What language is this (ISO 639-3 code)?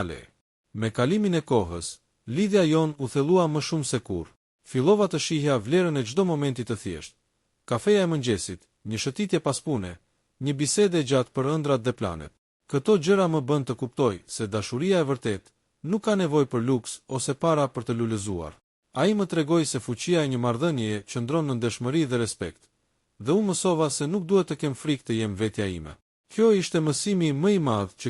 sqi